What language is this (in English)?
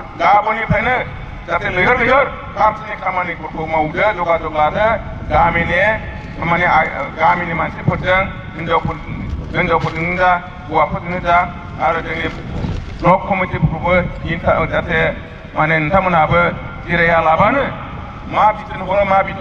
Bodo